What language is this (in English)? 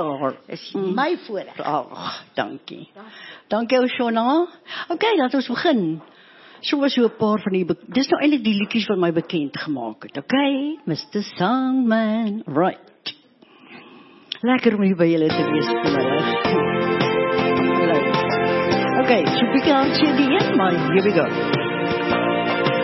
Afrikaans